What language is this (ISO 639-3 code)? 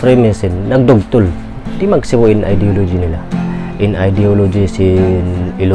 tsg